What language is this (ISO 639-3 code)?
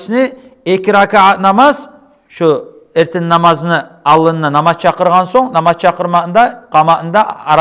kum